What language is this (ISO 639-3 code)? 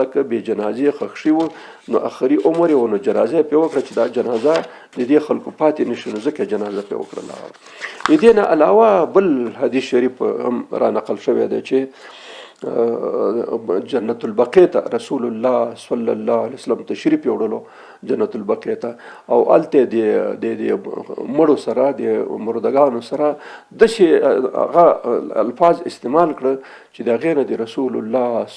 pus